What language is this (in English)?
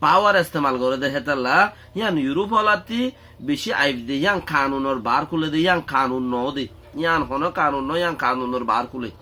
Rohingya